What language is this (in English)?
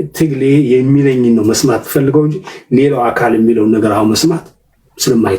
Amharic